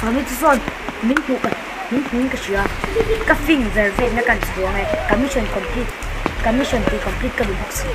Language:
Mizo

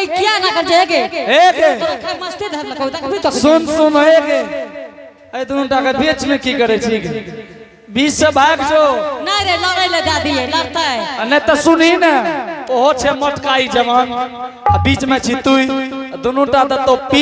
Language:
Angika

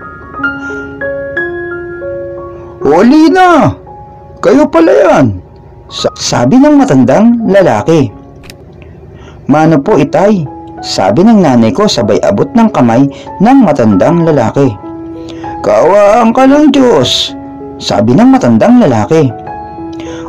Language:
Filipino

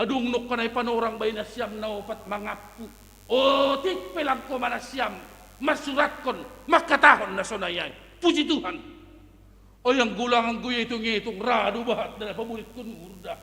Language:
Batak Simalungun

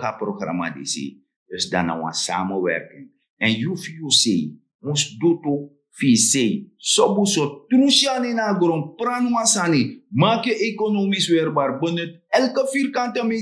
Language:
Sranan Tongo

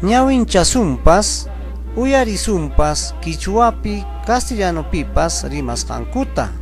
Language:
Ayacucho Quechua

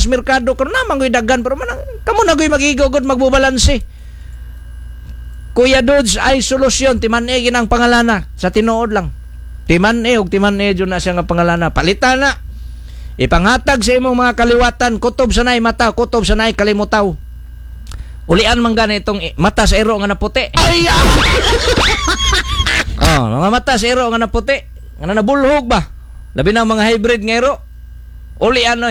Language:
Cebuano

